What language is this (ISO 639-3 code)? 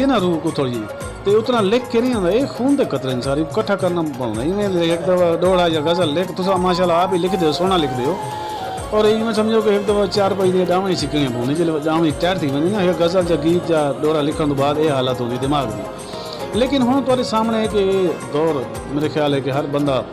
skr